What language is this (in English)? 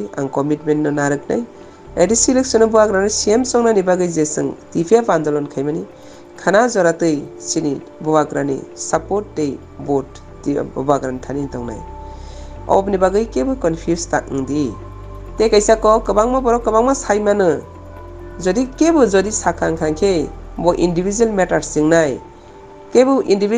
Kok Borok